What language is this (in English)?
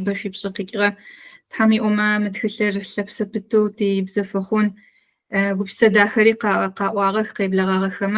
Adyghe